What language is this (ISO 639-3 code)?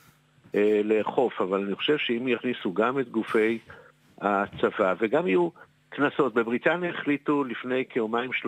heb